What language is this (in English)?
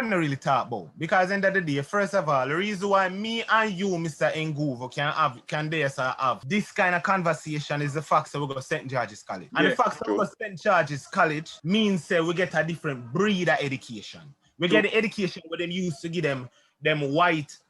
Jamaican Creole English